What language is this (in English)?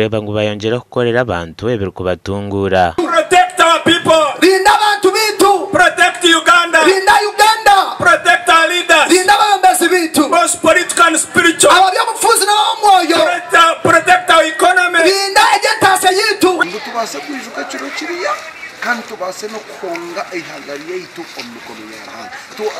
Nyankole